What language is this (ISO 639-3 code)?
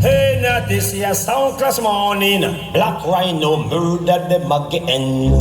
jam